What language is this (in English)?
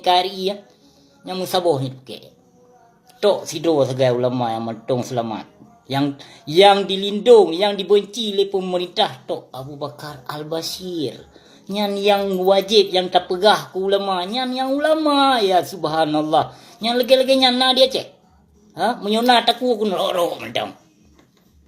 Achinese